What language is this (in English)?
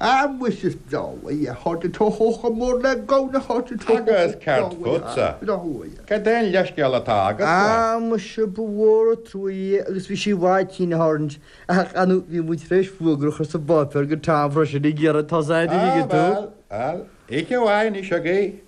Irish